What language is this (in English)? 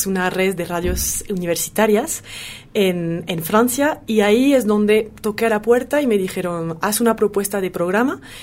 Spanish